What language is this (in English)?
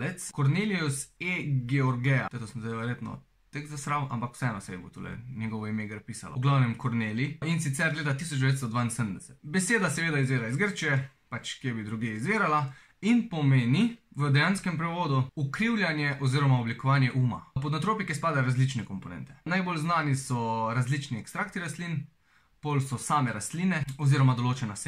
Slovenian